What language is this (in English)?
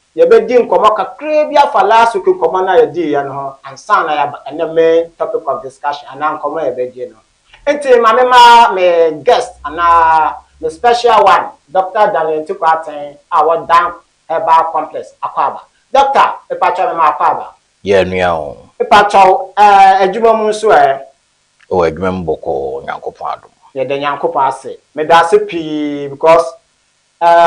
Akan